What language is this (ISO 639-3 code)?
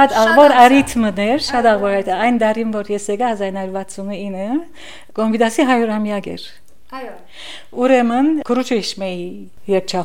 hye